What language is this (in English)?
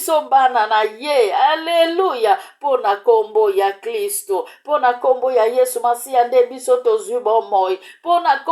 Lingala